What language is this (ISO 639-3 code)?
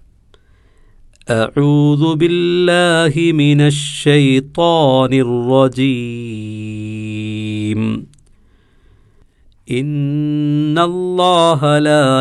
mal